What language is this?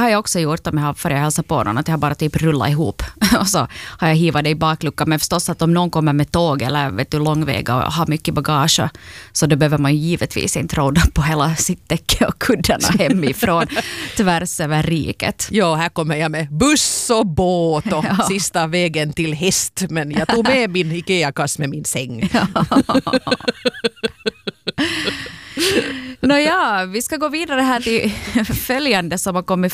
Swedish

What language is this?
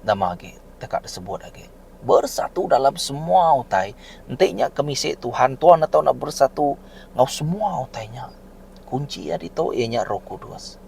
Iban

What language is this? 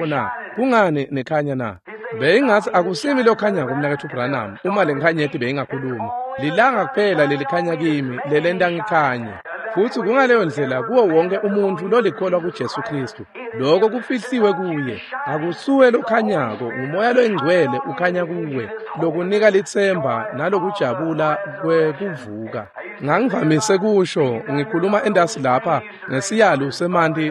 Swati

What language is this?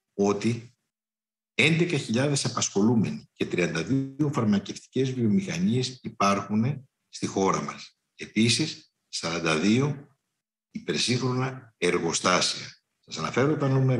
Greek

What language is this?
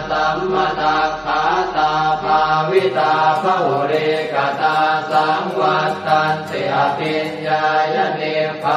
Pali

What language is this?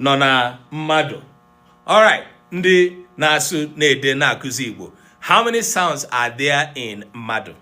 Igbo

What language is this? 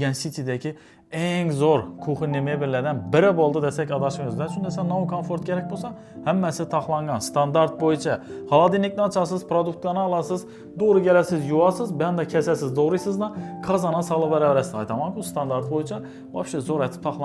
Uzbek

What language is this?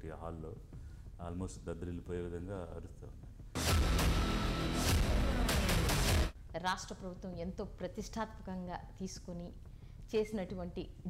Telugu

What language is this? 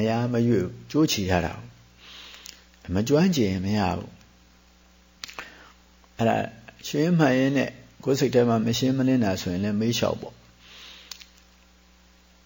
Burmese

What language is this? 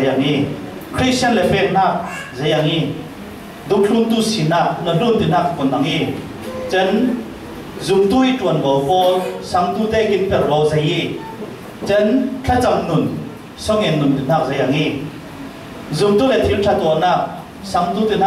Falam Chin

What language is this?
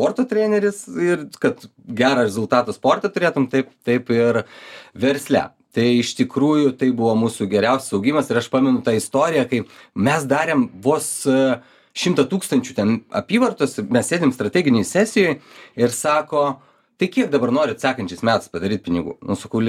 Lithuanian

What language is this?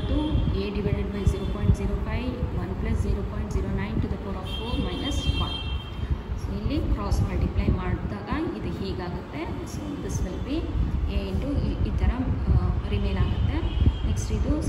Kannada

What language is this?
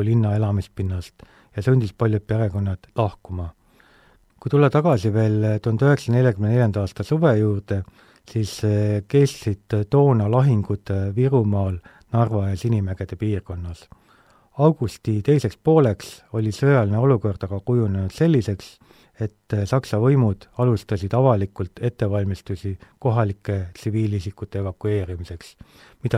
Estonian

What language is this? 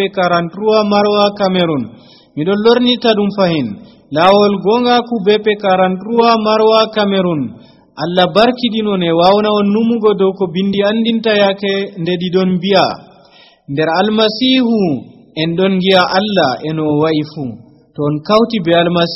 Nigerian Fulfulde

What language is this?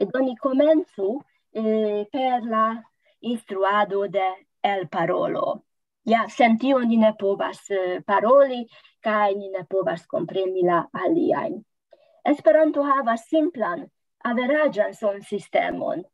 Esperanto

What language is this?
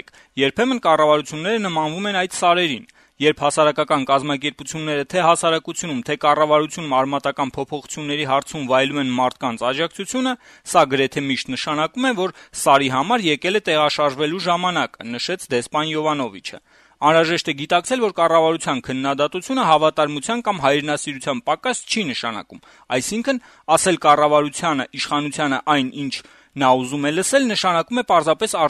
Armenian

